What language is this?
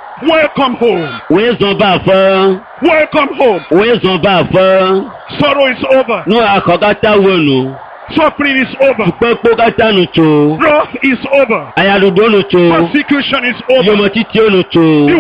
Ewe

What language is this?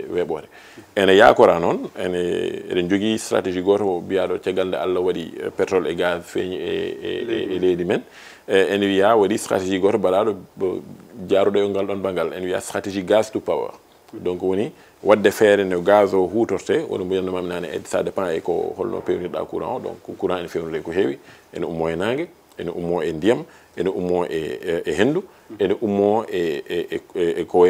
Fula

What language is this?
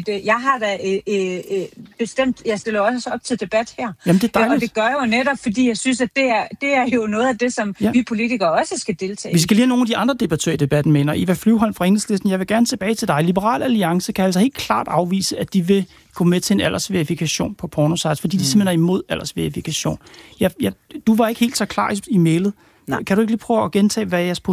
Danish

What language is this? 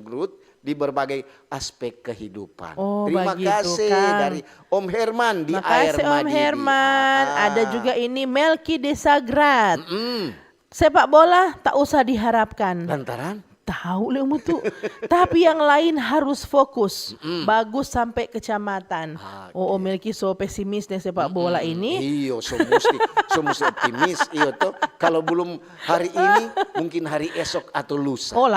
Manado Malay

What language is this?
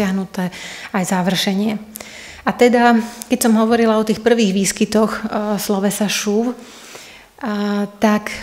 Slovak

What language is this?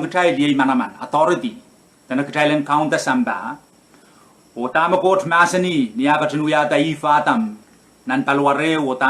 Pohnpeian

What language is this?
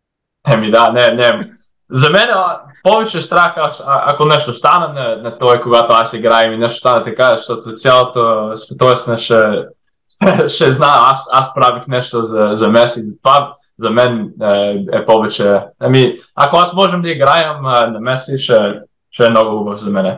Bulgarian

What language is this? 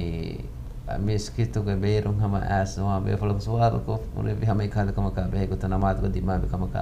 Divehi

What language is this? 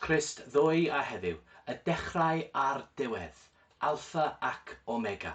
Welsh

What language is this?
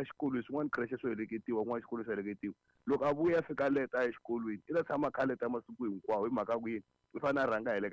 Tsonga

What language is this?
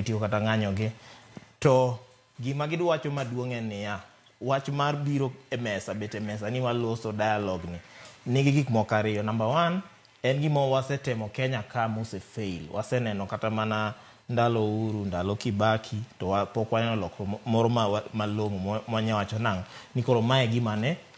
Luo (Kenya and Tanzania)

